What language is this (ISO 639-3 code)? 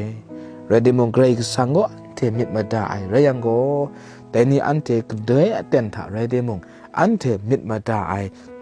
kac